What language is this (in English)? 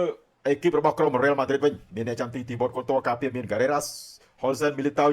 Khmer